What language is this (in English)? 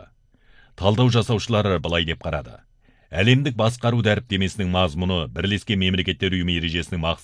Kazakh